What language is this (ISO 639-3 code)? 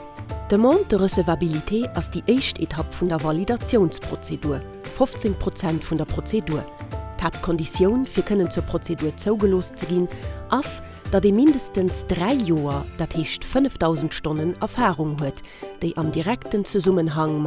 ltz